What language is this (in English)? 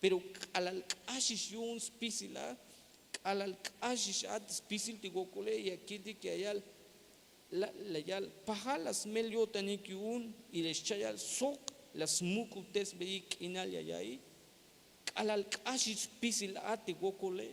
Tzeltal